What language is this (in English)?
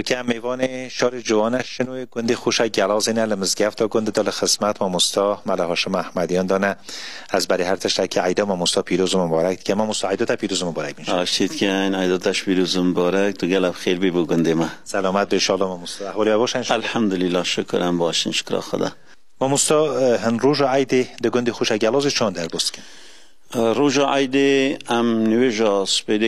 Kurdish